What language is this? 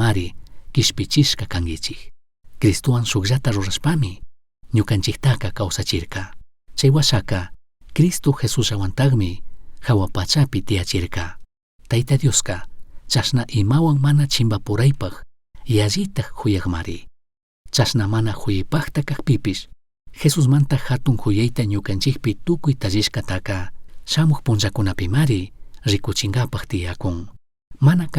Chimborazo Highland Quichua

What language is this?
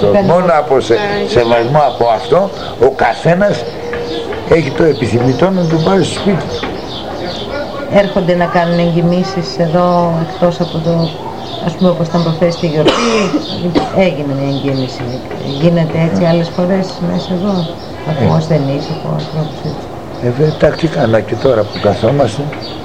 Greek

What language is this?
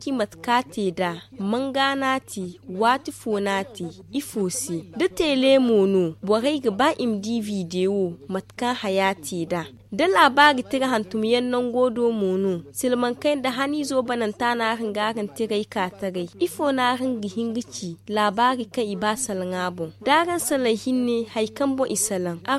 Zarma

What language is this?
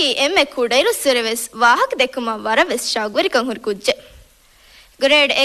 Divehi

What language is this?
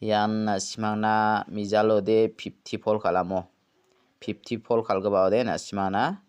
Garo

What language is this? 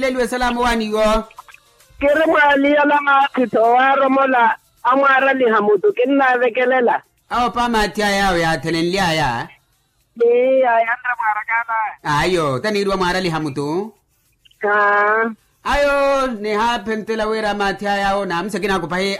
Makhuwa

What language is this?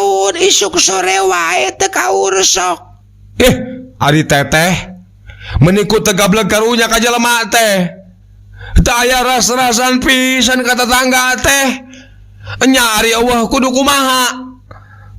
Sundanese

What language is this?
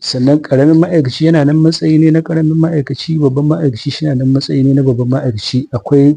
Hausa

